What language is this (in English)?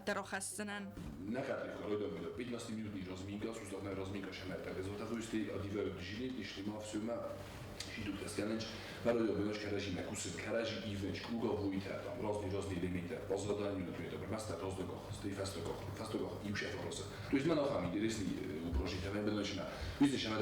Ossetic